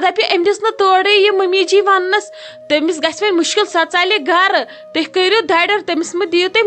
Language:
Kashmiri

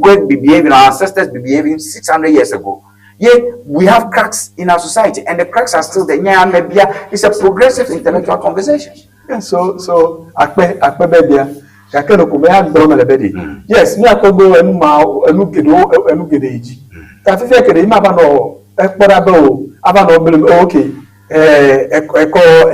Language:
Ewe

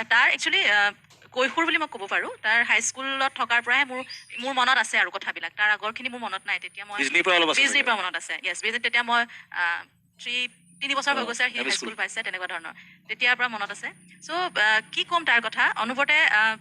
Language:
Assamese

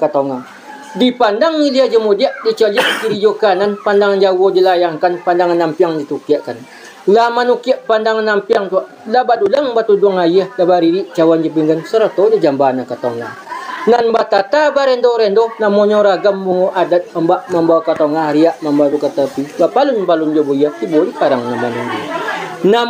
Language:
Minangkabau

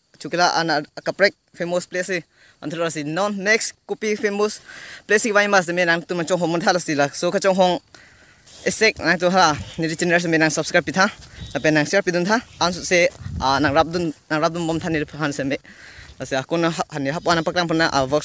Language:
Karbi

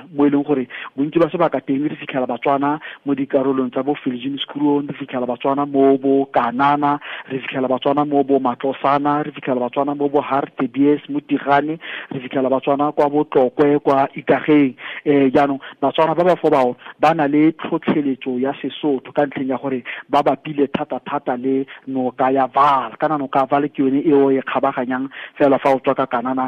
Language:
Tswana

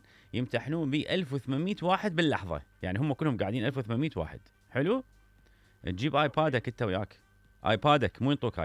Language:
Mesopotamian Arabic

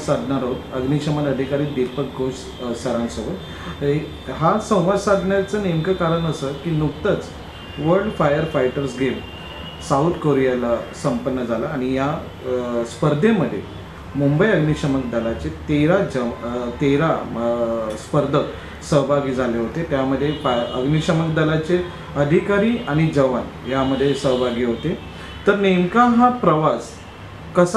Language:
Marathi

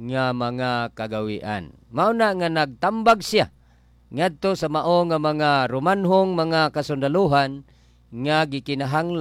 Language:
Cebuano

